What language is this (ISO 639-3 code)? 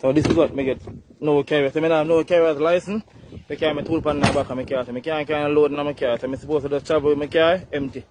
jam